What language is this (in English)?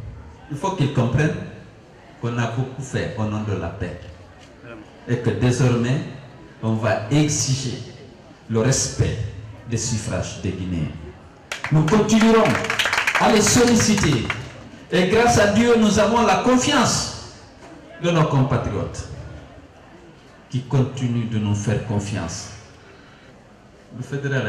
French